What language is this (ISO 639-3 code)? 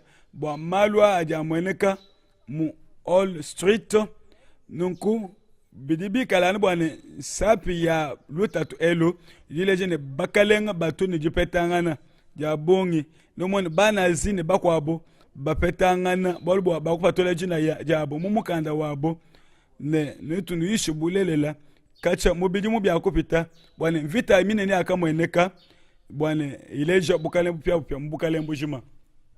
lua